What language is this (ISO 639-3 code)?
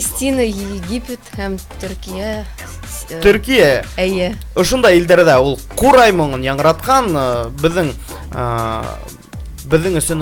bak